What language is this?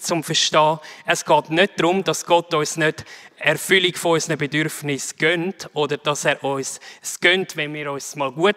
Swiss German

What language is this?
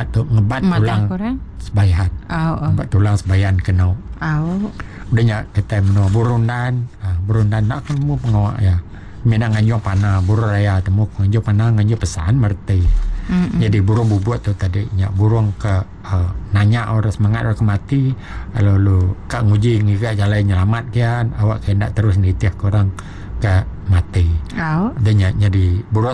Iban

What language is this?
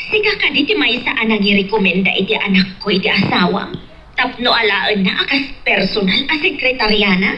Iloko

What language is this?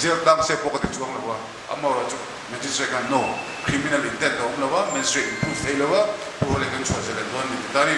Mizo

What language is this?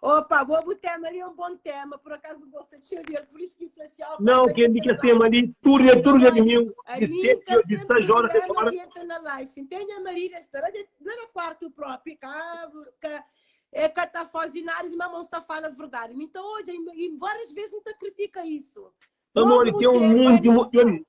Kabuverdianu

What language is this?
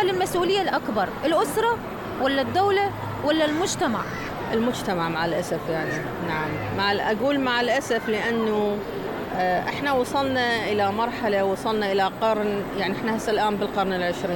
Mesopotamian Arabic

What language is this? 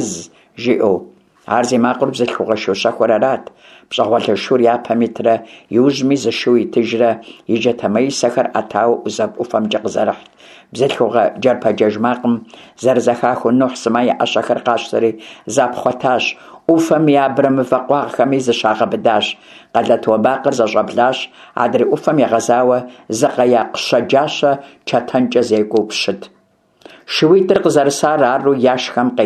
Kabardian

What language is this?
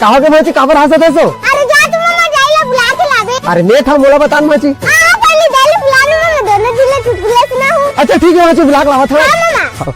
Chhattisgarhi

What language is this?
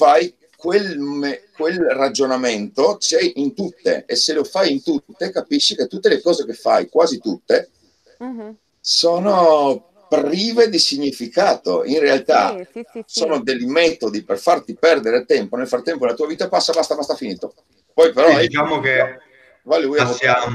Italian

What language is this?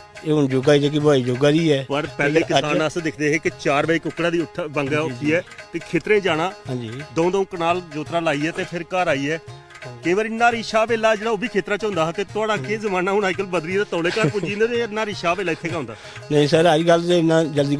Dogri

